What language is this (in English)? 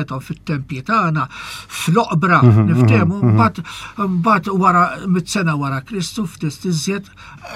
Maltese